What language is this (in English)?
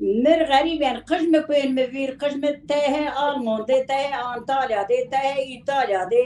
Zaza